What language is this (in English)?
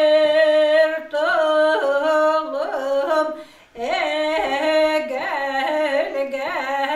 Yakut